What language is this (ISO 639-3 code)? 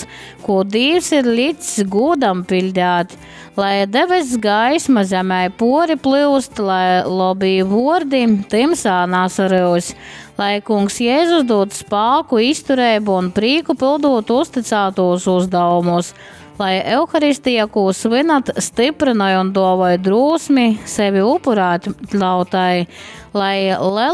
ltg